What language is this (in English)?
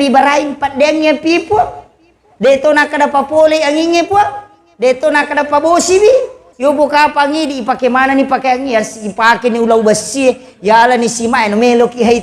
Buginese